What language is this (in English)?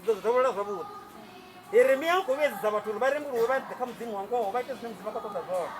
Venda